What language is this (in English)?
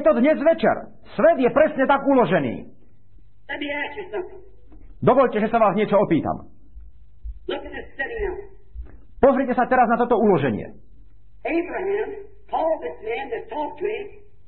Slovak